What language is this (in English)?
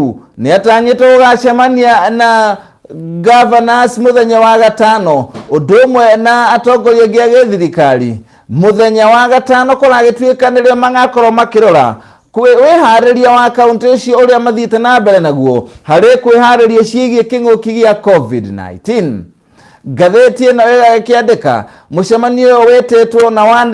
Kikuyu